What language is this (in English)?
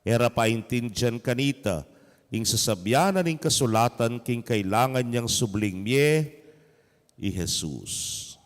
Pampanga